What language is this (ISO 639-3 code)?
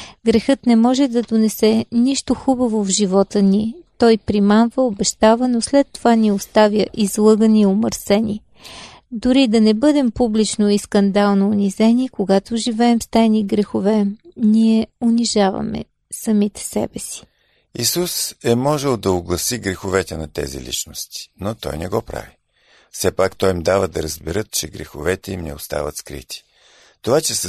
bul